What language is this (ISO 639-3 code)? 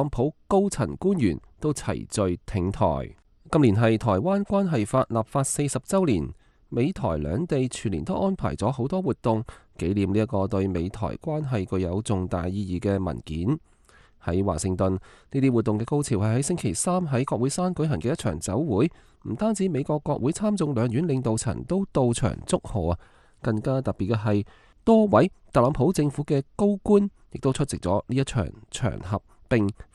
yue